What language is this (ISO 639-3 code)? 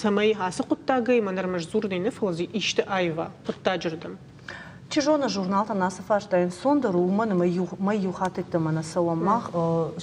oss